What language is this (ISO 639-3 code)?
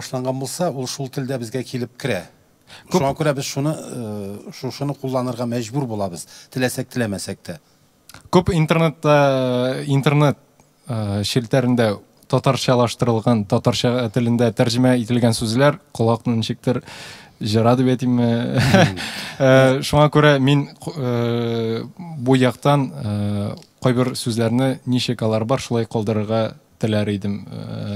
tat